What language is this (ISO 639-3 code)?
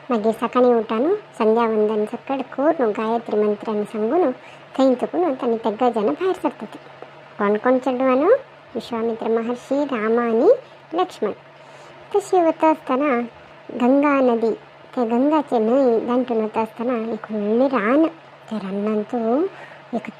kok